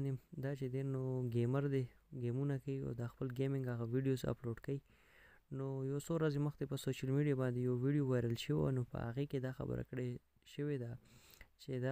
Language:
Pashto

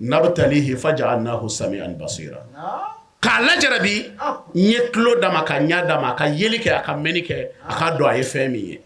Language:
Bambara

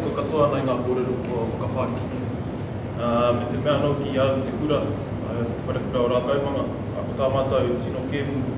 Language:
Māori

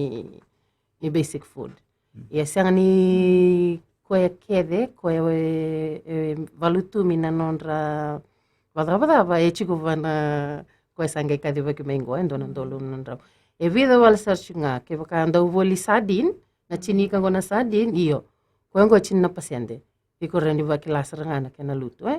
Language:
Fijian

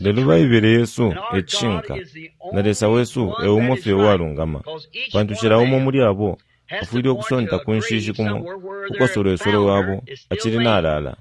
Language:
Bemba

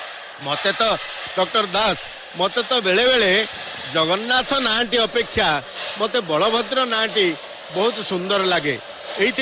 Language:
Odia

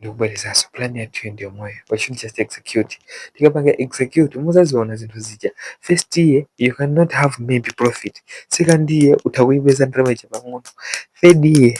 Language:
Nyanja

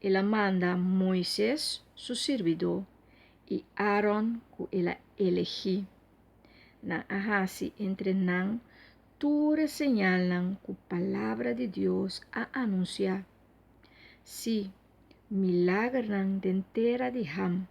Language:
Papiamento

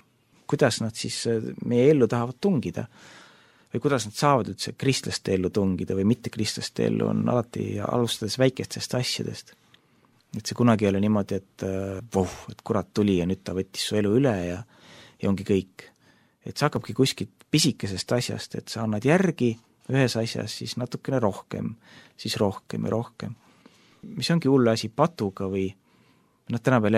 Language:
Estonian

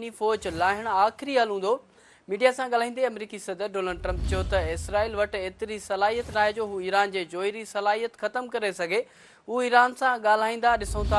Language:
Sindhi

